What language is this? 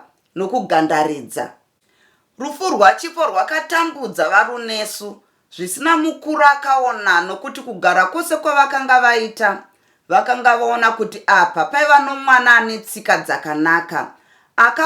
Shona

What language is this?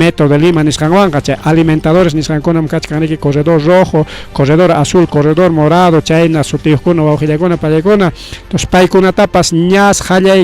Ayacucho Quechua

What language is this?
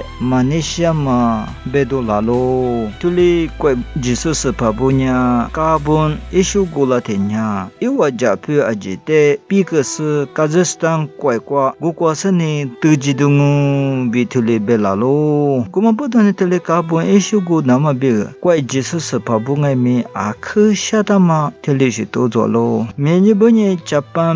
Lisu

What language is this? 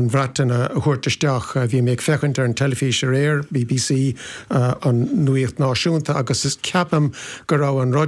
Irish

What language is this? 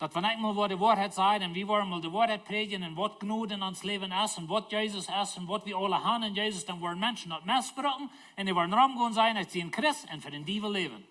Plautdietsch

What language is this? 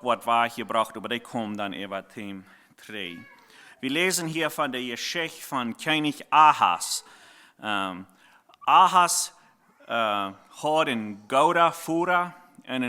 Plautdietsch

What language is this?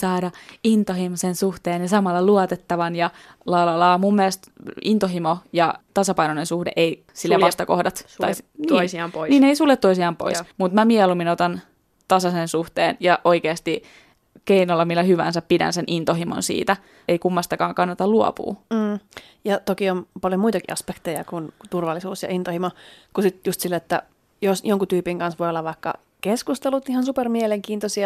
Finnish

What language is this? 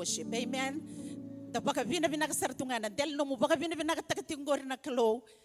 Fijian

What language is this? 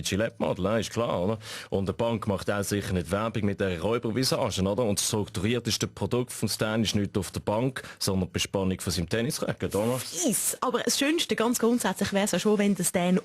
Swiss German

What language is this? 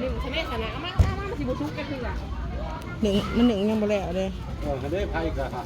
Northeastern Thai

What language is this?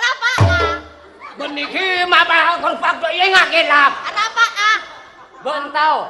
Madurese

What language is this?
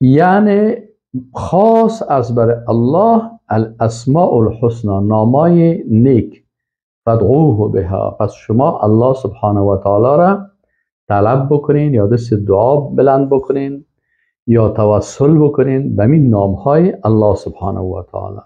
Persian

